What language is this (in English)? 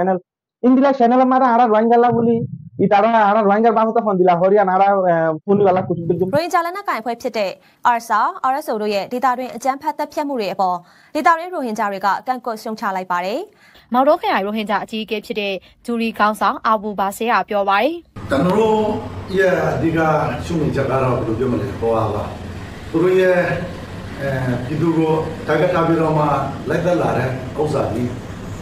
Rohingya